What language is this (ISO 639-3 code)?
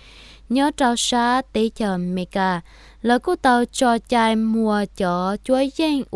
hmn